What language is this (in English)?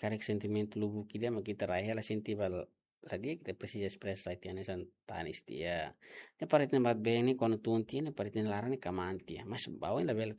Tetum